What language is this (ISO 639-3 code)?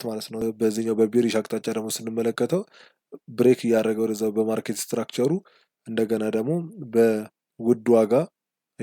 amh